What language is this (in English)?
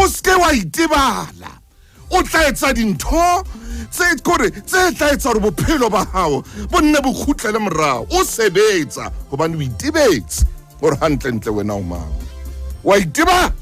Southern Sotho